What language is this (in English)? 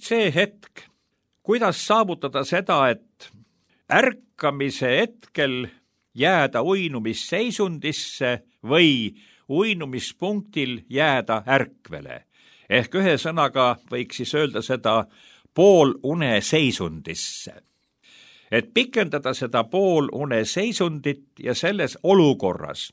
Estonian